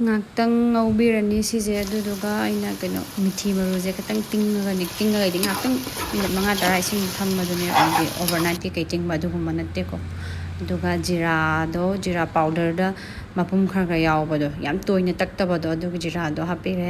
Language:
Manipuri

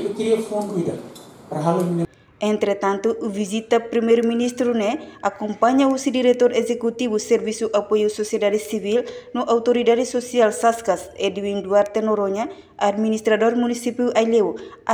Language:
Tetum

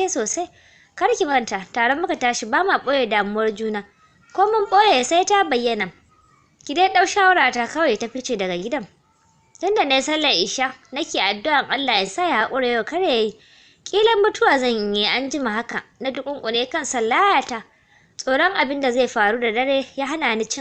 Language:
Hausa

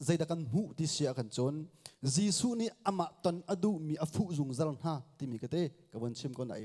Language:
Hakha Chin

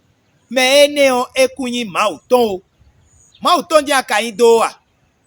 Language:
Fon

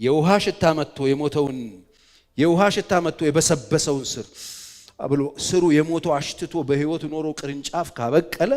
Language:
Amharic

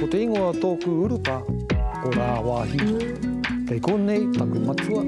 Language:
Māori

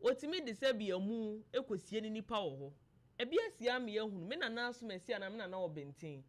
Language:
Akan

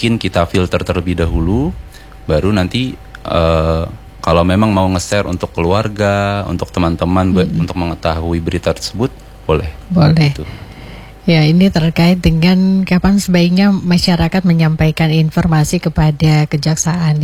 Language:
Indonesian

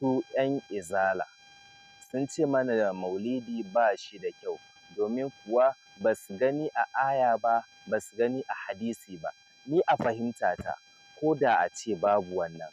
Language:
Hausa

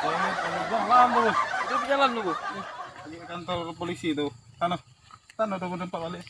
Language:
Musi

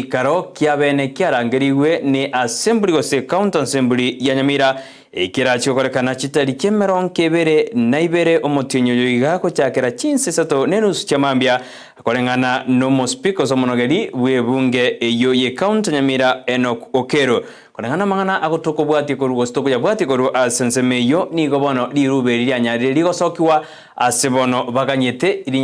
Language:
Gusii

